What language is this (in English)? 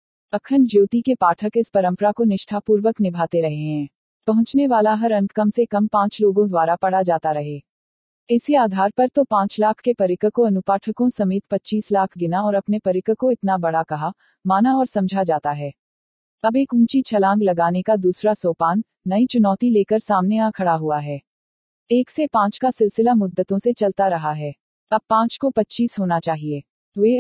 Hindi